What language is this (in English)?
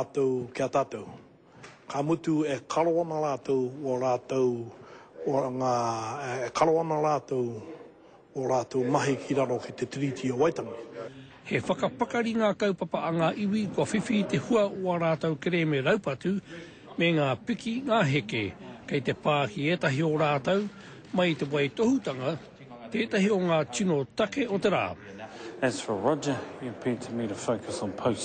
Māori